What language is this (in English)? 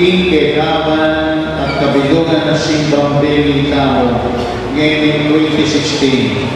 Pampanga